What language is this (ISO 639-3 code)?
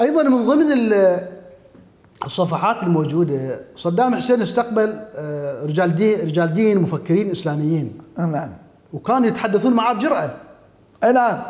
acm